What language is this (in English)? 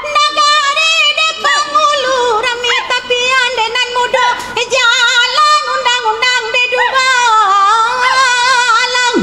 Minangkabau